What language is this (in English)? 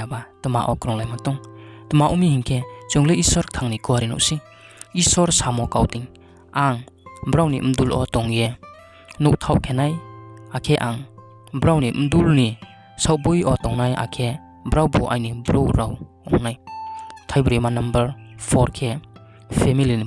Riang (India)